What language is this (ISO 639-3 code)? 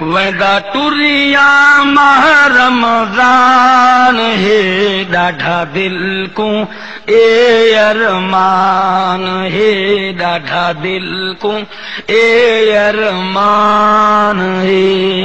skr